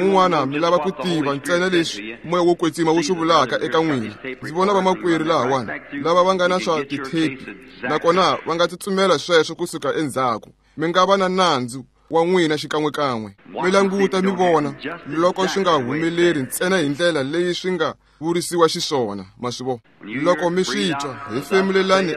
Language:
Tsonga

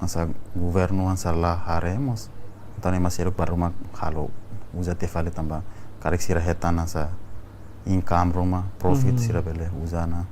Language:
Tetum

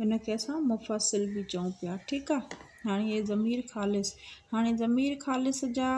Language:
Sindhi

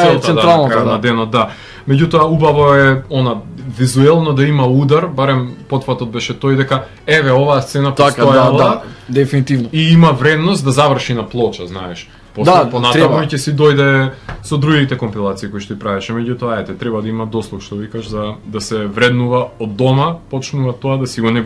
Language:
Macedonian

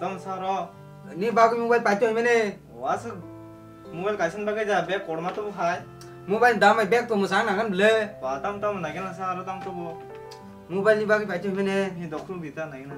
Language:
Kok Borok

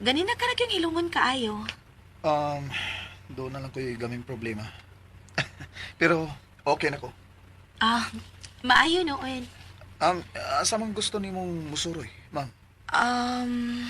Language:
Cebuano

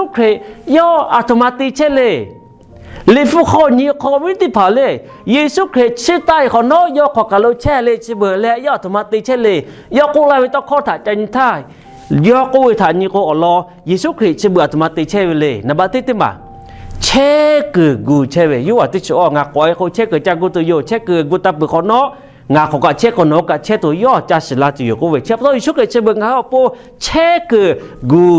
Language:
Lahu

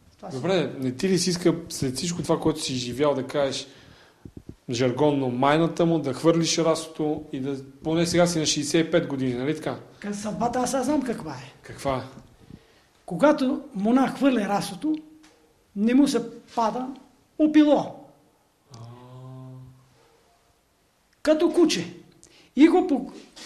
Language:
Bulgarian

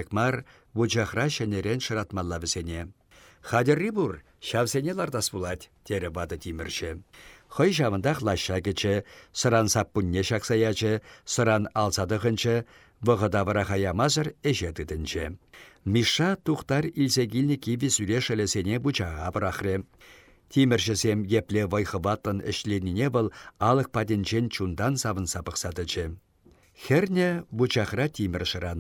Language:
Chuvash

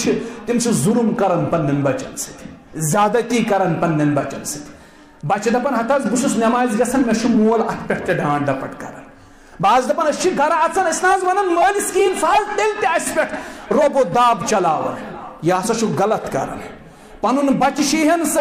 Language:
Kashmiri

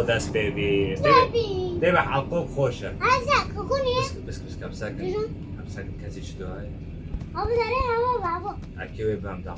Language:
Kurdish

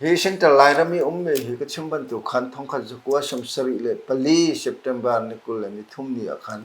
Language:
Hakha Chin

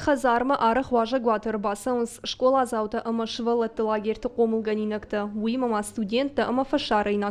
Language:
Ossetic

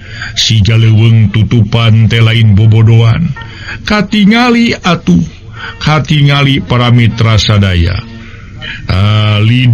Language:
Sundanese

